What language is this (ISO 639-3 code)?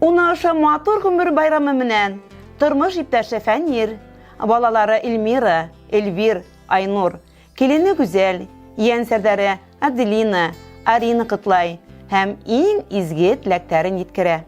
bak